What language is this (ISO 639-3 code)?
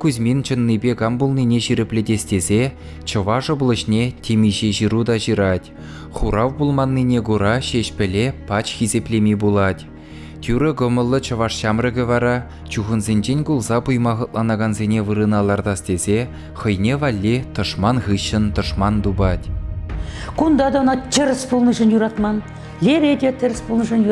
chv